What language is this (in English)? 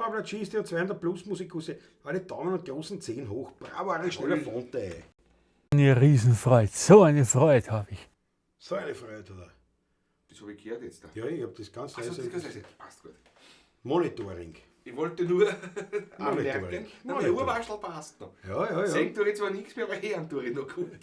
Bavarian